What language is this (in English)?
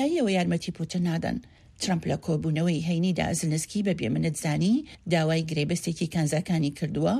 Central Kurdish